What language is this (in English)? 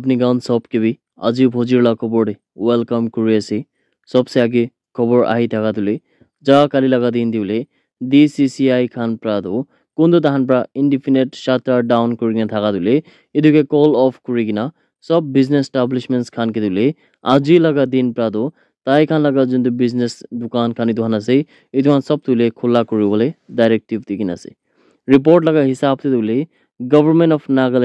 Naga Pidgin